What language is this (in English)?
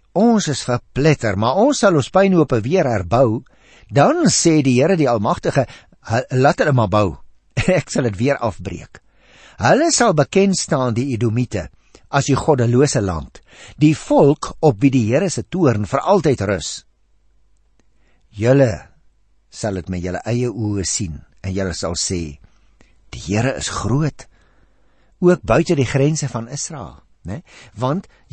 Afrikaans